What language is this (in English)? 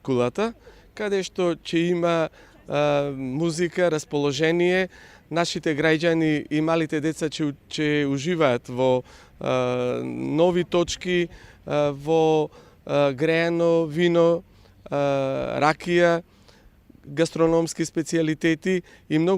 Macedonian